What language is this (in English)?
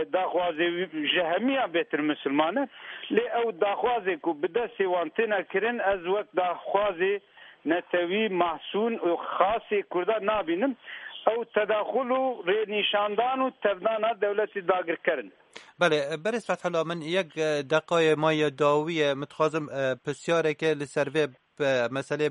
Kurdish